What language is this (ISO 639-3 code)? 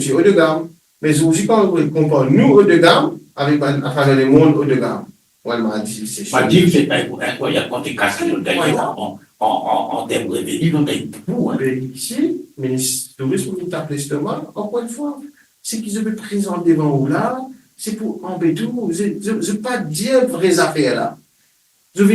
mfe